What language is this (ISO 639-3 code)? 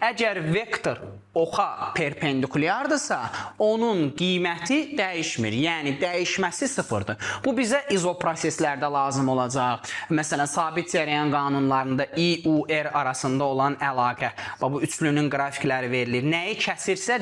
aze